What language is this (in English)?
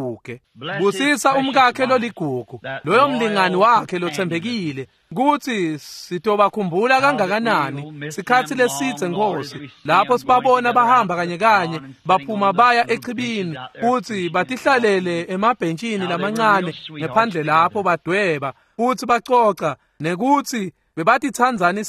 Swati